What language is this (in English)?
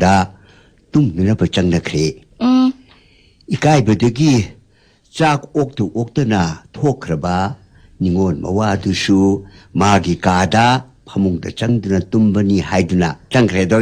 Manipuri